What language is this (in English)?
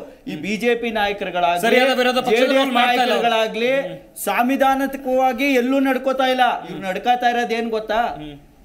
Kannada